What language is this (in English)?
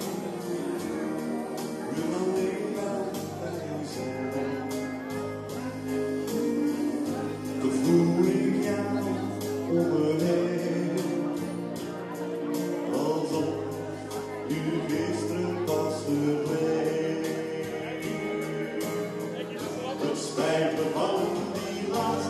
Dutch